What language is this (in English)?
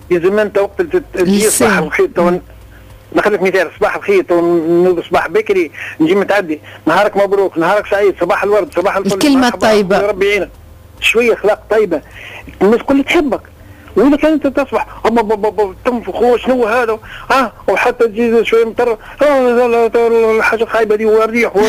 Tunisian Arabic